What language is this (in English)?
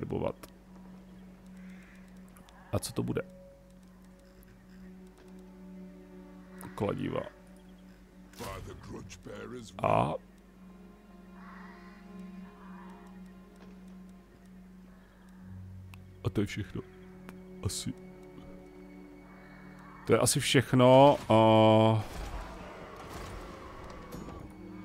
Czech